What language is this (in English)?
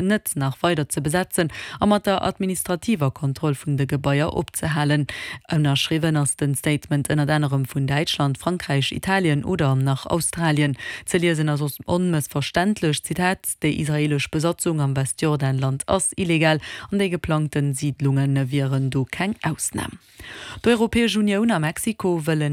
Luxembourgish